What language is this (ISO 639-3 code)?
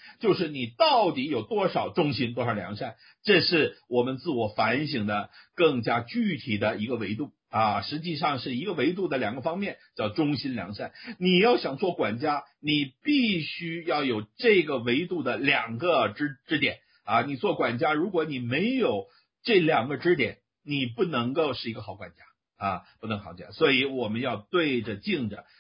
zho